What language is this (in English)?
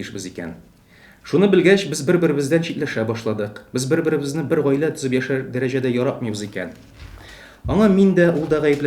Tatar